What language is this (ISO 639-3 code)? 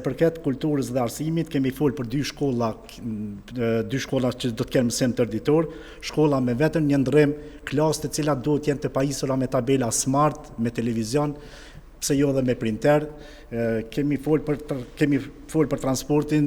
sqi